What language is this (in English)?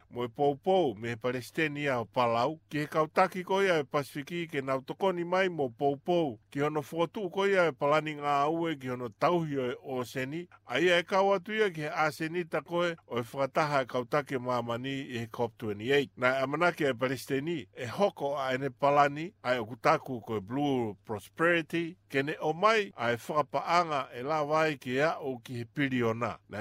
Tongan